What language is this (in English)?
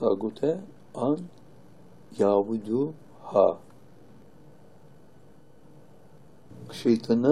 Turkish